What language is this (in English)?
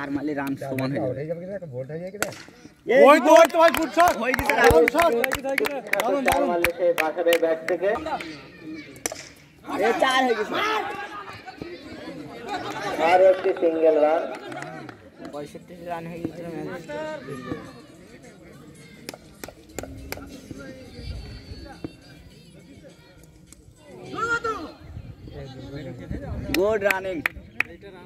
Bangla